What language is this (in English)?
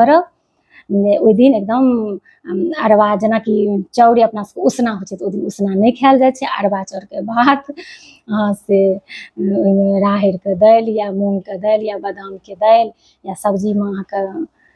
Maithili